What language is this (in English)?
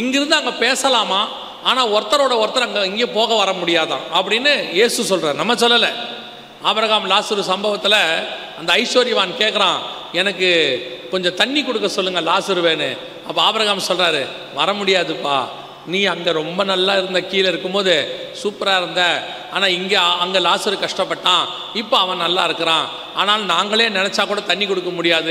Tamil